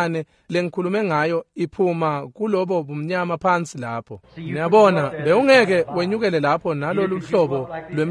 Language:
Swati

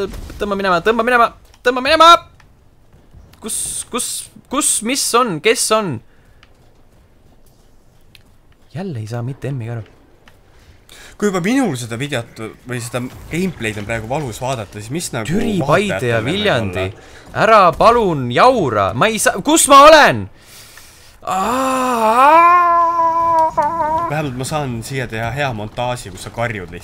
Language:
Estonian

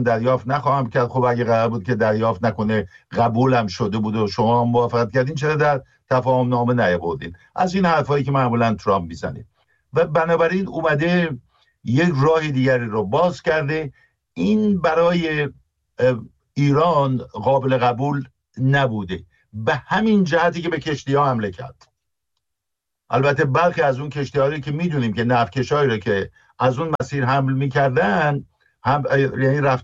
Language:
Persian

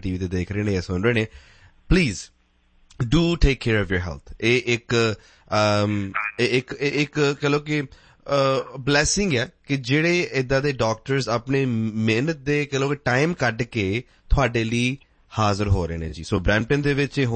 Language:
Punjabi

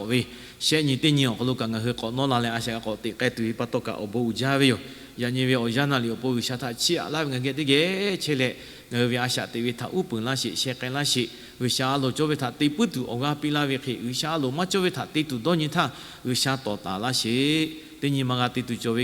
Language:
Lahu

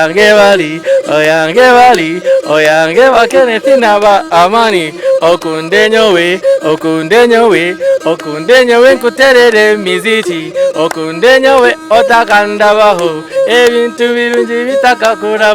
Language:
Nyankole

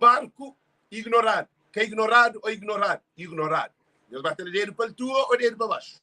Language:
Kabuverdianu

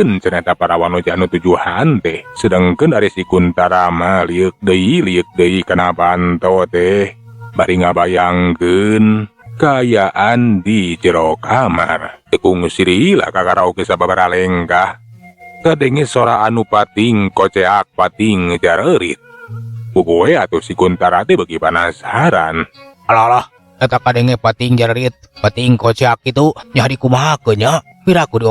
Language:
Sundanese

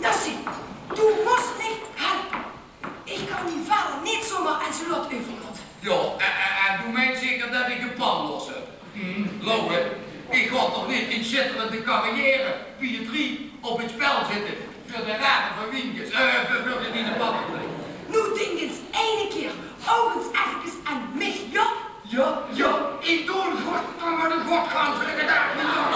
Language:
Limburgish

